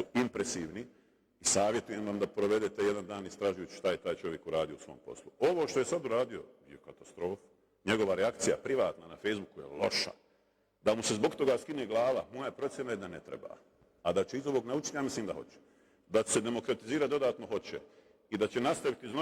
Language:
Bosnian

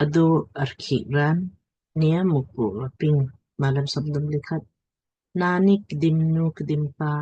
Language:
Lamkang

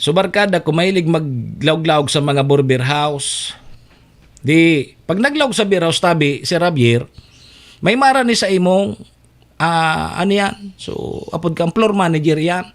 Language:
Bikol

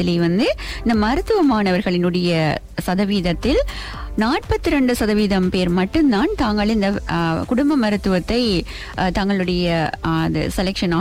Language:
Tamil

